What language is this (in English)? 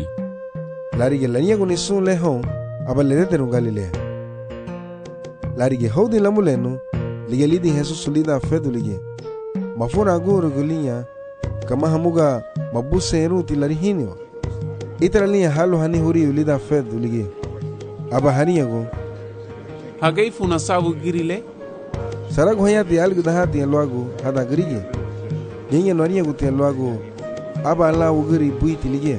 Garifuna